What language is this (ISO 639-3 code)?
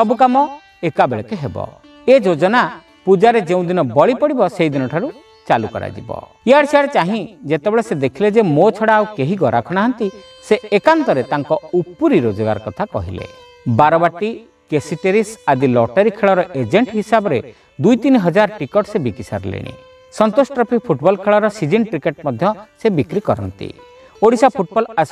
ori